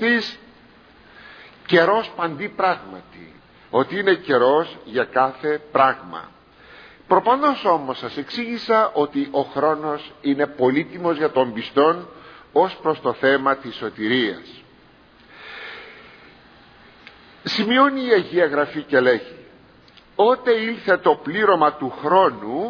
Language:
Greek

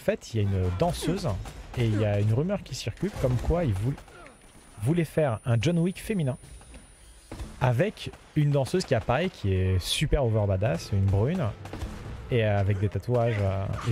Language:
French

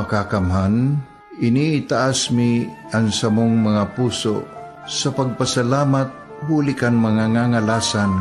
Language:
Bikol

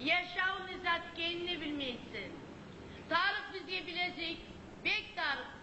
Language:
Kumyk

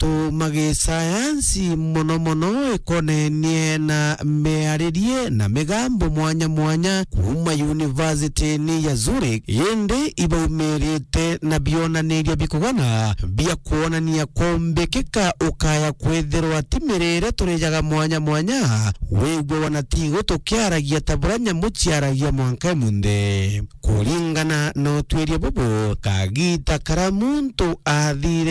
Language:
Meru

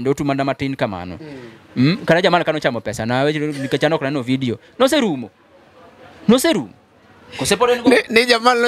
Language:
Luo (Kenya and Tanzania)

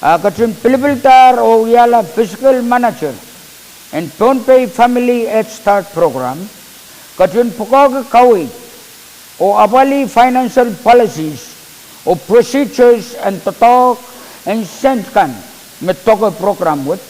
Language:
Pohnpeian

